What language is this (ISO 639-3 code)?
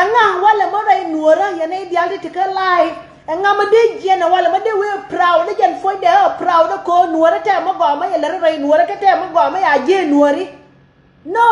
nus